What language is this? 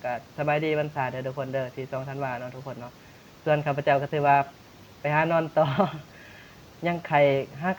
Lao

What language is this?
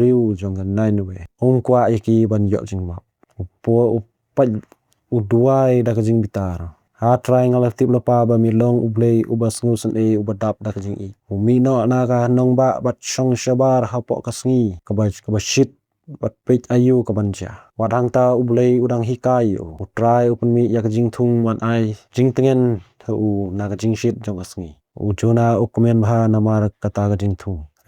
Khasi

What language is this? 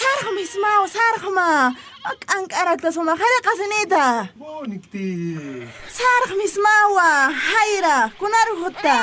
Aymara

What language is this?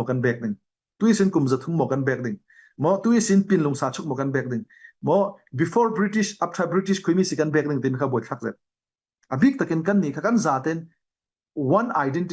Falam Chin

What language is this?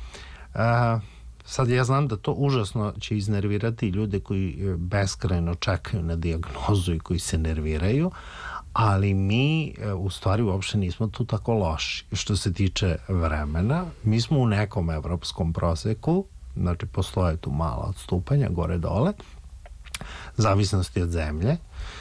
Serbian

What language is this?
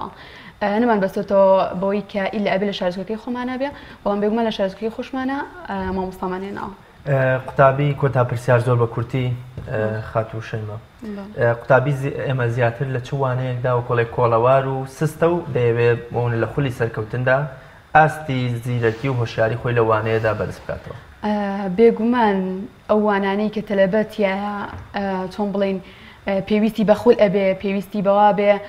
Central Kurdish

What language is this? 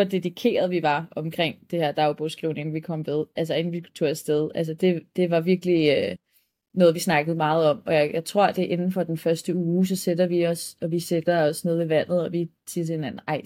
Danish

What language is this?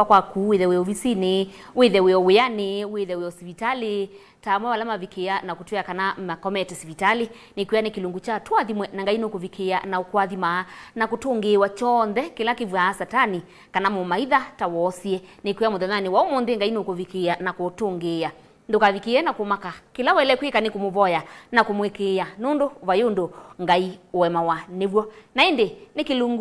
Kamba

